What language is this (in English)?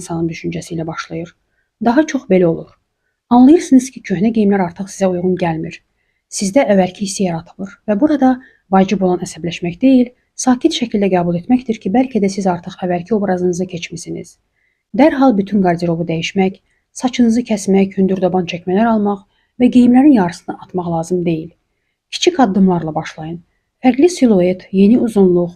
Azerbaijani